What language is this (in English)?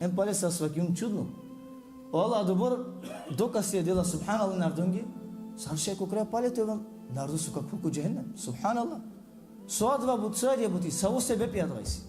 Balkan Romani